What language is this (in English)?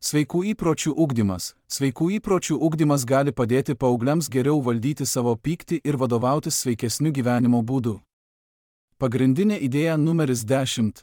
Lithuanian